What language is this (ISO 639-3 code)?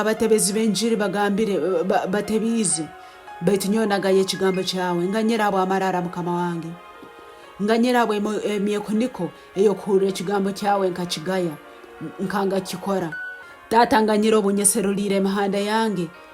ttj